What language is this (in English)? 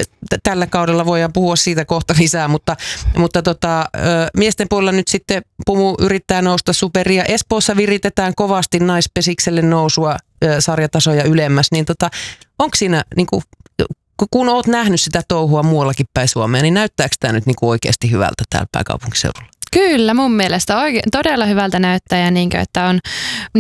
Finnish